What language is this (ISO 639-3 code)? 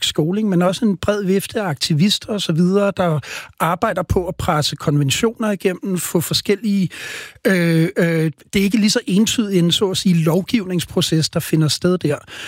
dan